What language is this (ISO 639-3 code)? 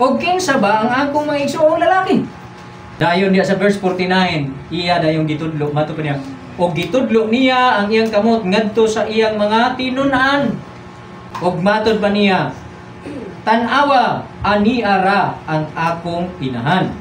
ceb